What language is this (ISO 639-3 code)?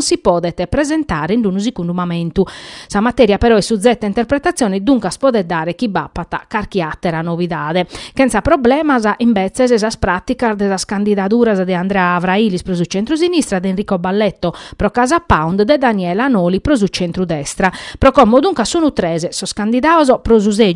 srd